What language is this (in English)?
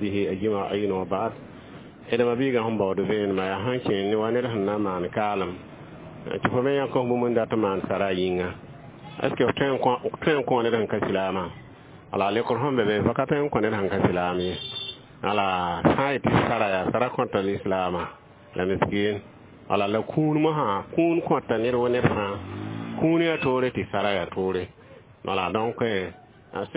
Mossi